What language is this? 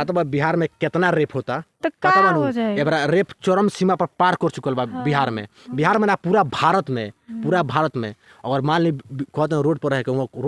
Bhojpuri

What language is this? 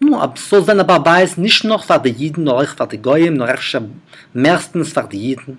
Yiddish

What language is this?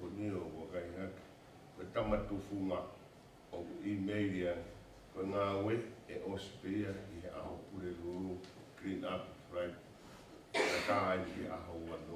Tongan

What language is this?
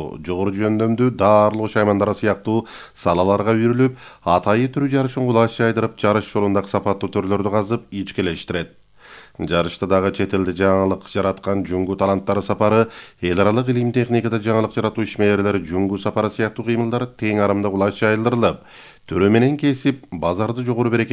Kyrgyz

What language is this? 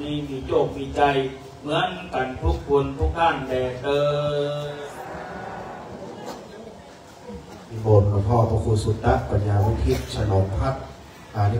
Thai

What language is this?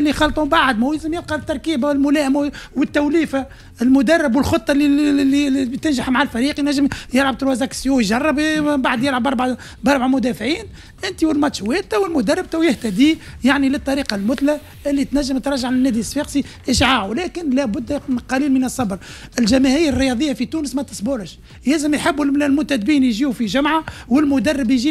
Tunisian Arabic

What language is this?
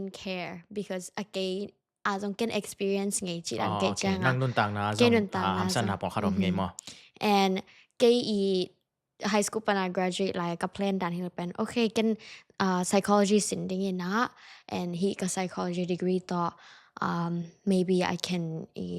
Tedim Chin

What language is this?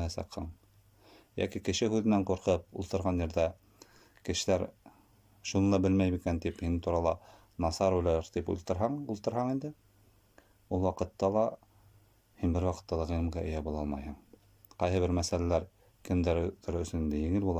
Bashkir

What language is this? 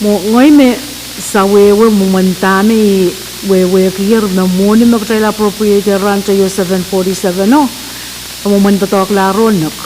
Pohnpeian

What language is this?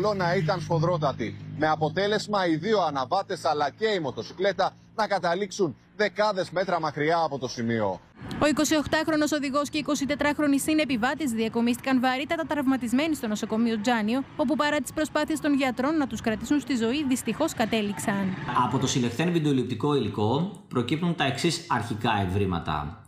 Greek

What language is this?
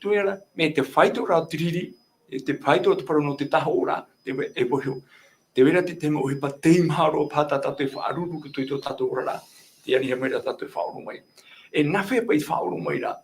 Tahitian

